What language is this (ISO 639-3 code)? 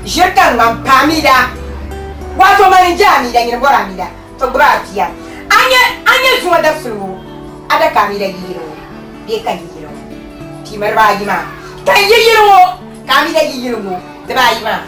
dag